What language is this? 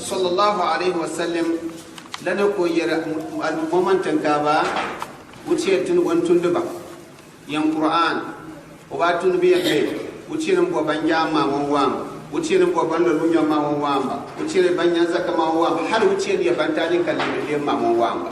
Gourmanchéma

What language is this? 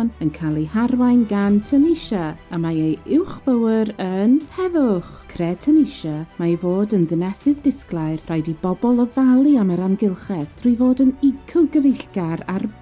Welsh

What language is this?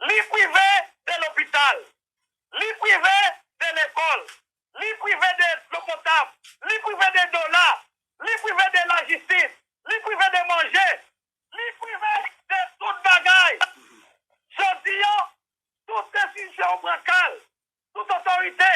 Haitian Creole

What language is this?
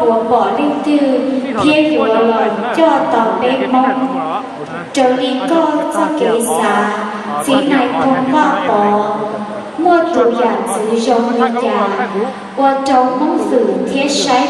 Hmong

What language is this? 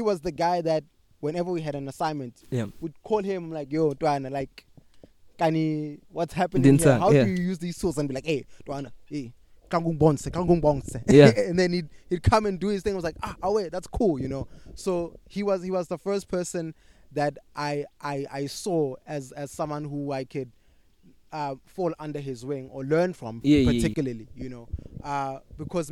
English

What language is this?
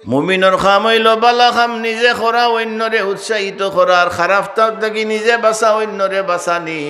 Sylheti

